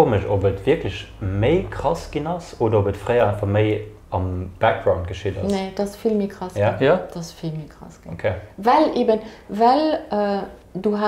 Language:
Luxembourgish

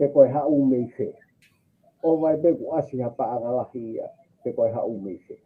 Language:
Tongan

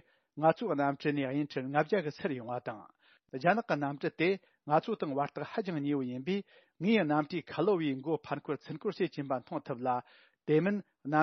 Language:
Tibetan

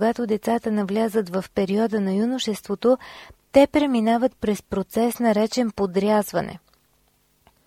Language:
Bulgarian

